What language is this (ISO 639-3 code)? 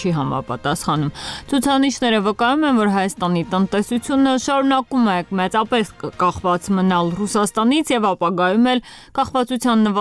hye